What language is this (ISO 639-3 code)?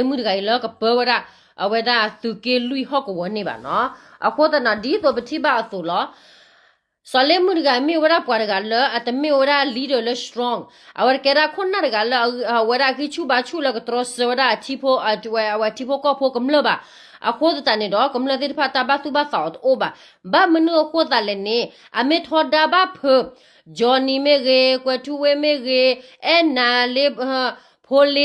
ksw